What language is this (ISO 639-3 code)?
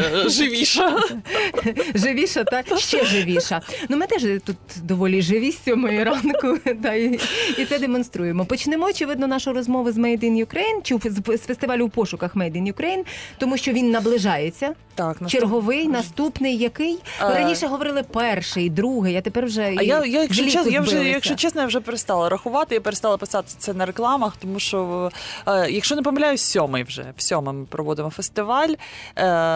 ukr